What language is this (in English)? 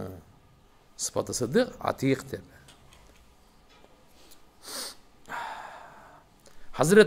Kyrgyz